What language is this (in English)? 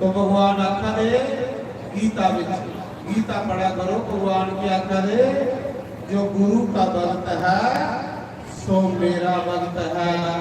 Dogri